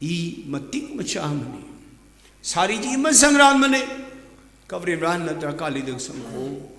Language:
Tangkhul Naga (India)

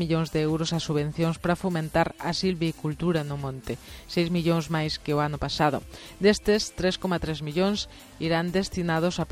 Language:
Galician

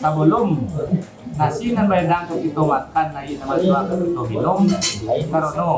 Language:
Minangkabau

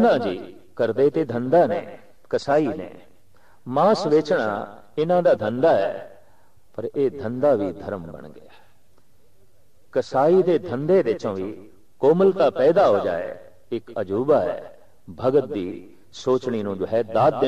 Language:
Punjabi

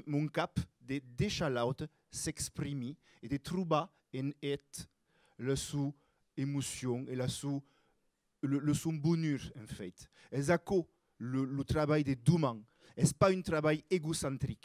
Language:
Occitan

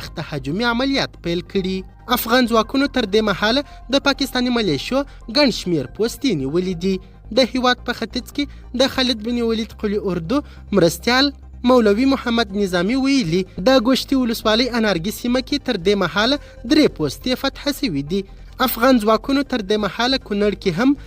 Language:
Pashto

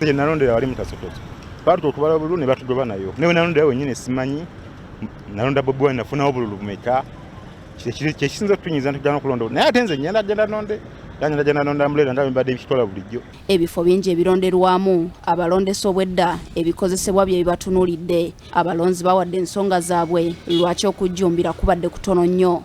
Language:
Ganda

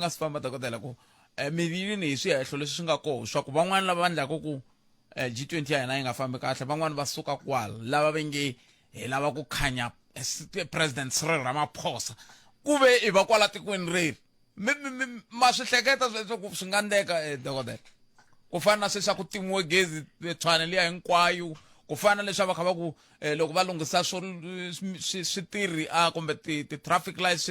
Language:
Tsonga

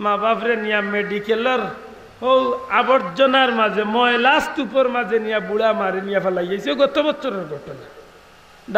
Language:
Sylheti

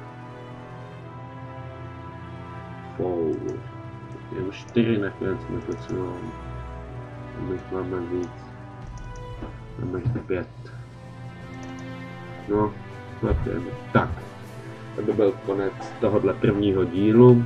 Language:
Czech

